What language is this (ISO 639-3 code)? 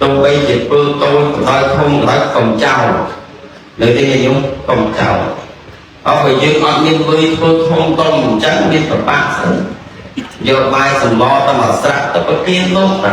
khm